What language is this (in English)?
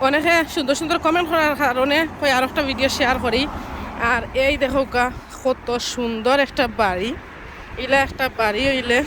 Sylheti